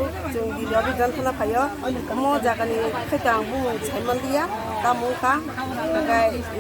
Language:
Kok Borok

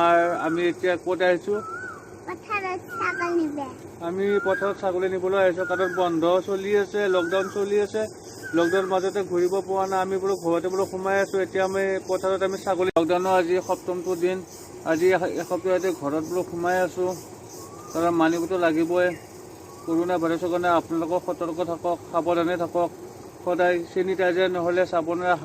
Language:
Assamese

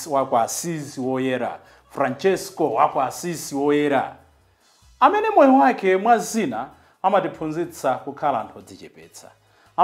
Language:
Nyanja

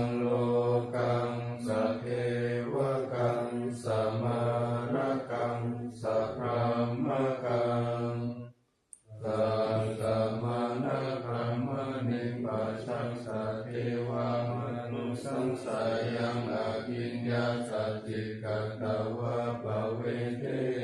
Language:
Pali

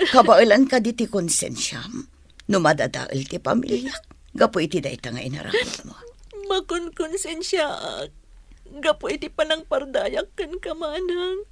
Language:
Iloko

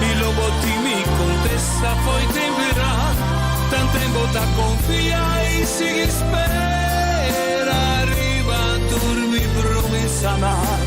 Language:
Papiamento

